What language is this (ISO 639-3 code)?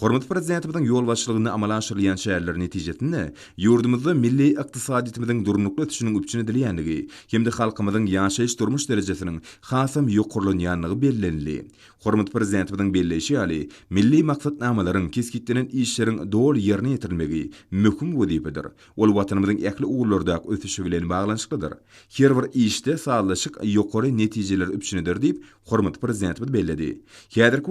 tuk